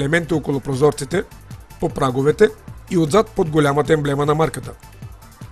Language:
Bulgarian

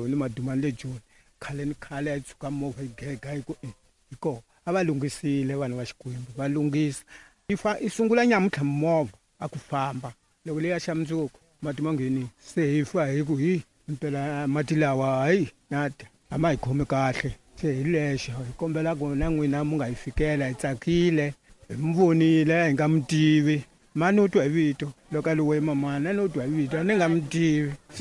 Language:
Tsonga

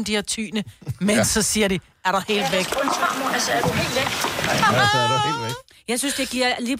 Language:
Danish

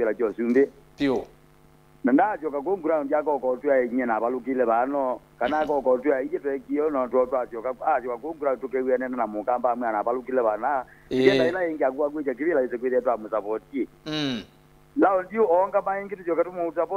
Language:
Kamba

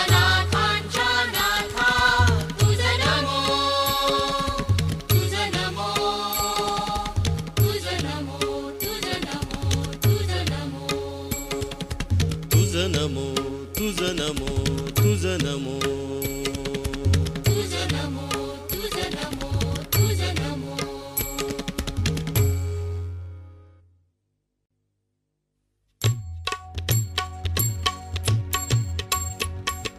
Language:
Marathi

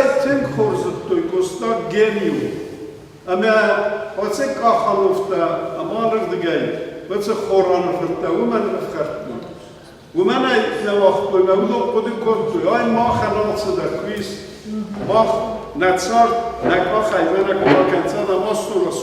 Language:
Ossetic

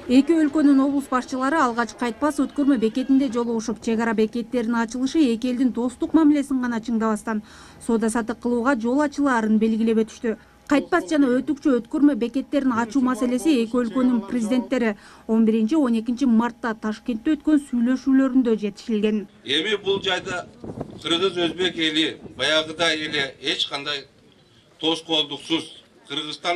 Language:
Kyrgyz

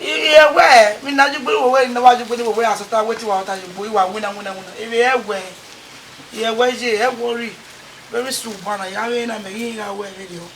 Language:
Bini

